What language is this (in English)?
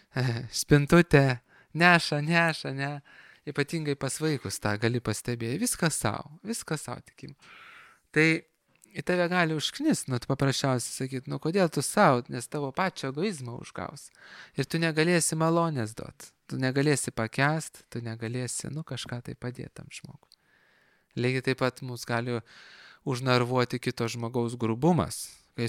Lithuanian